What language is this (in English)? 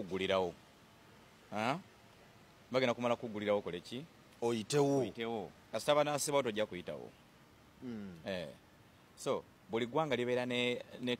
Ganda